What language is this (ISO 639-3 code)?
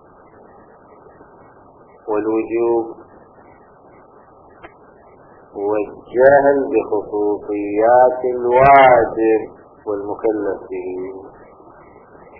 ara